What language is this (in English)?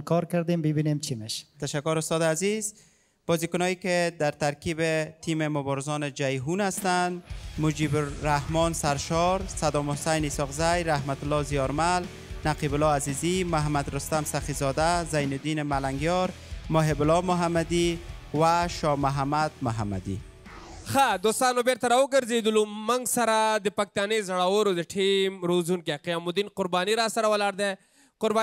Persian